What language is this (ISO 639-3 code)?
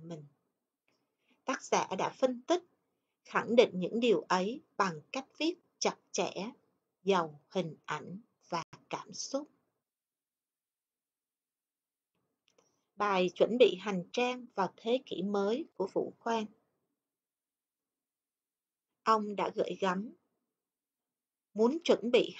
vie